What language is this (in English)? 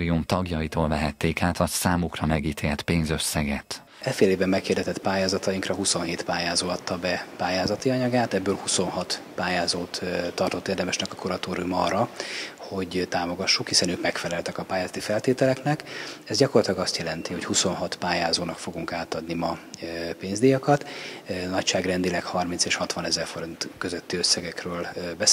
Hungarian